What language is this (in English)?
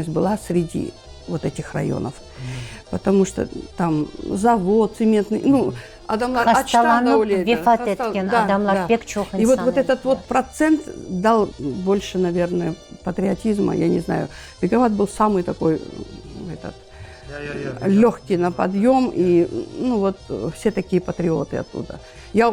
Crimean Tatar